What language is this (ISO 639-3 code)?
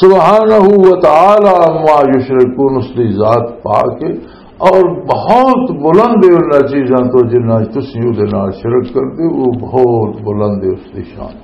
lah